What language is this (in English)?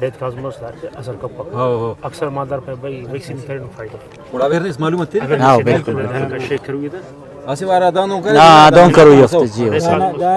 Brahui